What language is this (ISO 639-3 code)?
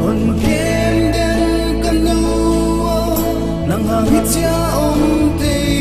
pck